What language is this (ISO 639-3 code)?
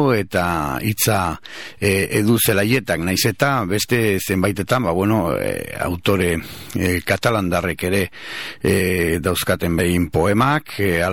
eus